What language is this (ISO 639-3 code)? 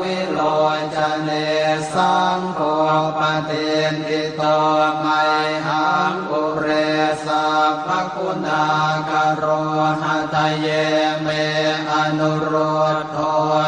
pli